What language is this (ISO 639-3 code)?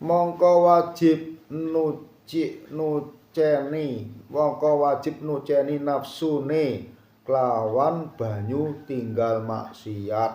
jav